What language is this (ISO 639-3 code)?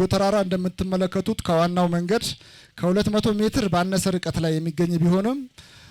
amh